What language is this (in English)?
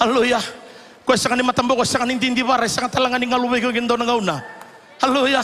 Fijian